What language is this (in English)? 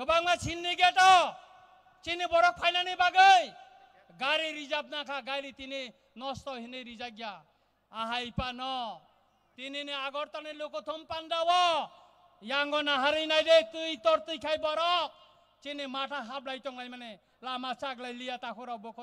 Kok Borok